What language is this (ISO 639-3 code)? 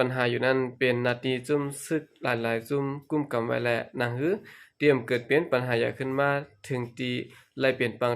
shn